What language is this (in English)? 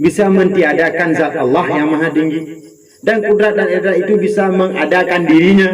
Achinese